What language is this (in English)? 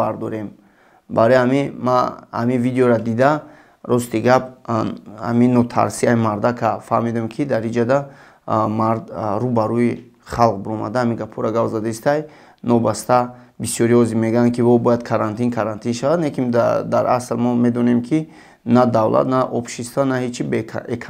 Tajik